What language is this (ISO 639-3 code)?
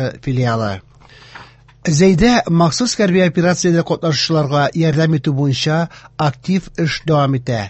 tat